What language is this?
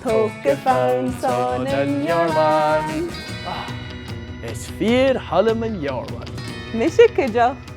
Scottish Gaelic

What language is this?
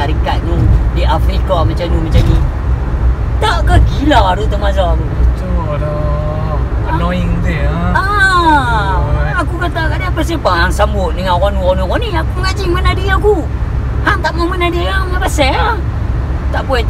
Malay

